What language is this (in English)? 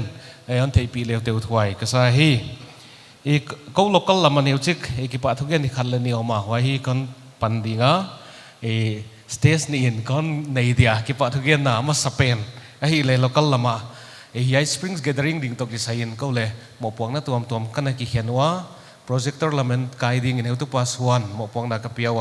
Paite Chin